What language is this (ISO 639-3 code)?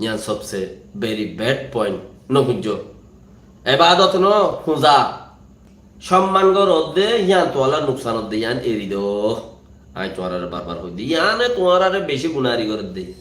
rhg